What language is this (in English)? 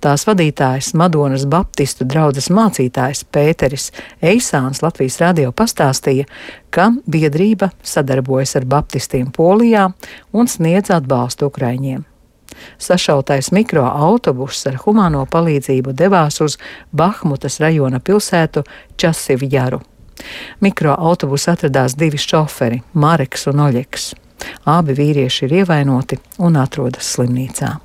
Latvian